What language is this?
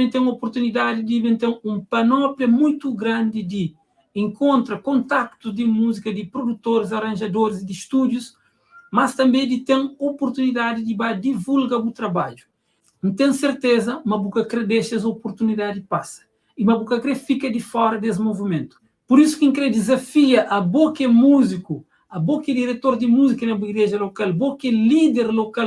Kabuverdianu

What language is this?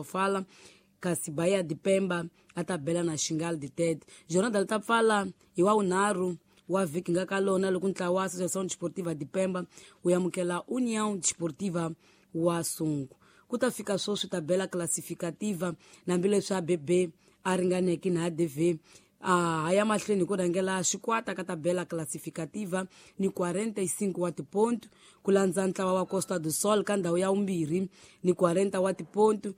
Tsonga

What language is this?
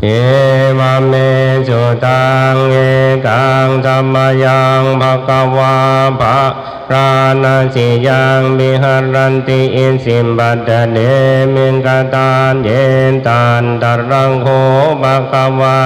Pali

